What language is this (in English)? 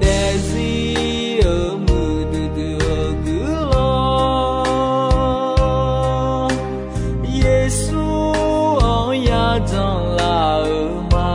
Akha